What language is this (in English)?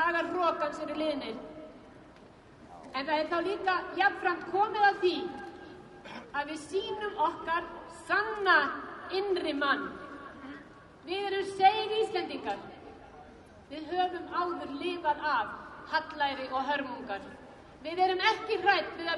Icelandic